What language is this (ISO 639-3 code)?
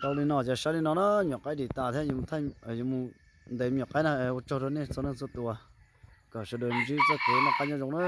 hmn